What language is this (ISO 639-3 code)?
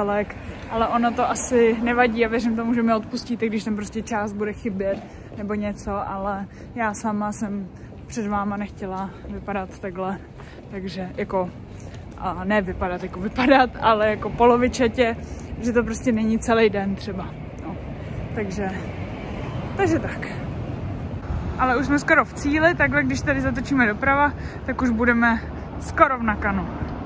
ces